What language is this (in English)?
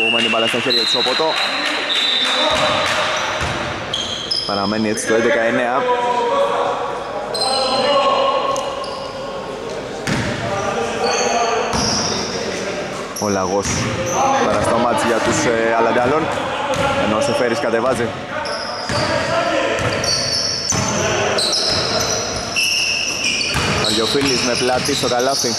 Greek